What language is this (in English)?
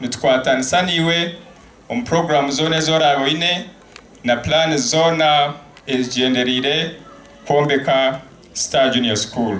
Nyankole